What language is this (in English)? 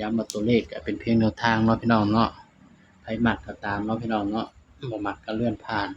Northeastern Thai